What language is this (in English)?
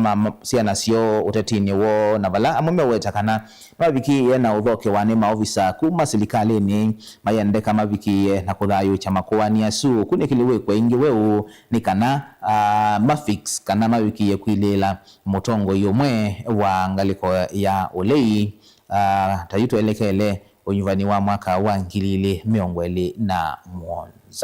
Kamba